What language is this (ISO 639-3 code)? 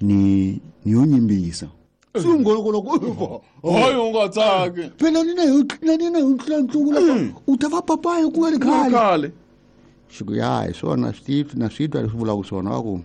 tso